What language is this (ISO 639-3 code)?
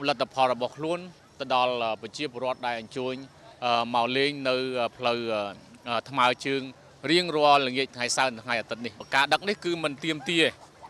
khm